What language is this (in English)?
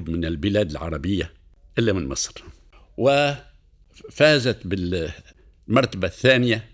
Arabic